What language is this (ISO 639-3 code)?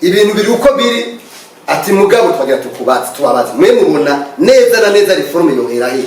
run